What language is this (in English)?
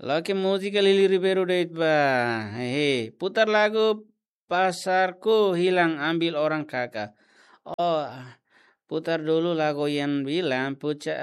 Tetum